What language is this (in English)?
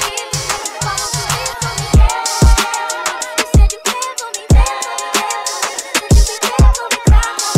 English